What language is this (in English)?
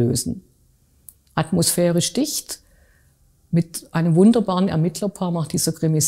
German